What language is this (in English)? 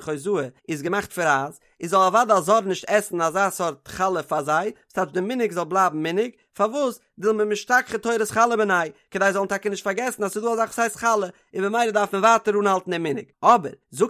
Yiddish